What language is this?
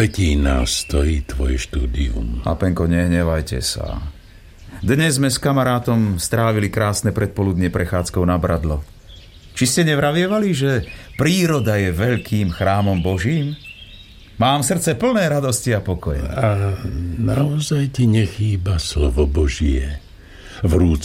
Slovak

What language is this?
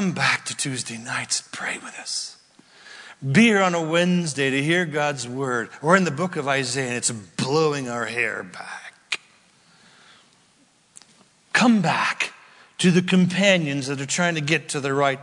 English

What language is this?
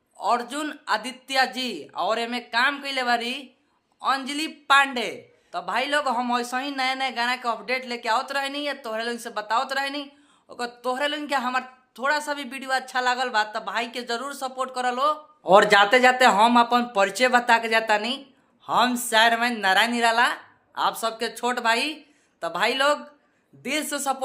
Bhojpuri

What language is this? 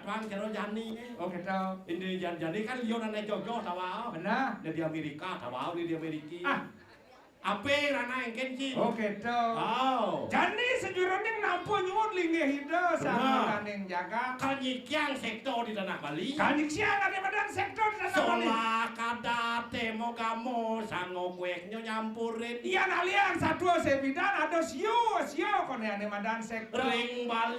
Balinese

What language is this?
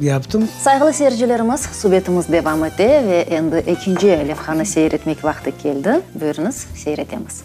Crimean Tatar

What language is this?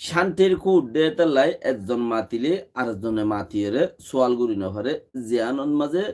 Rohingya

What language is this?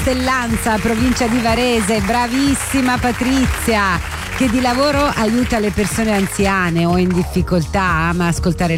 Italian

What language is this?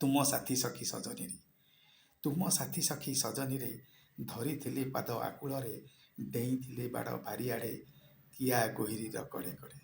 Odia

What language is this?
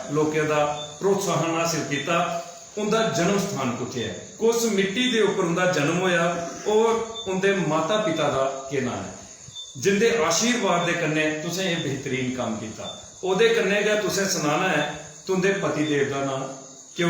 Dogri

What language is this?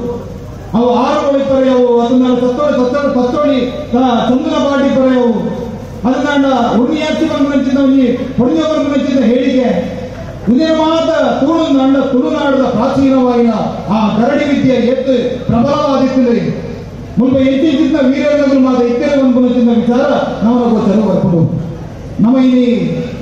Tulu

